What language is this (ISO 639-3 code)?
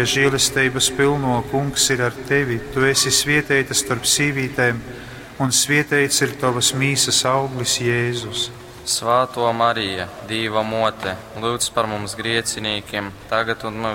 ltg